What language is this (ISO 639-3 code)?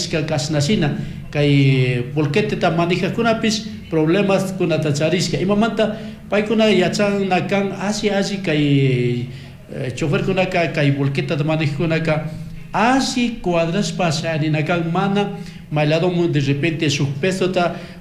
qug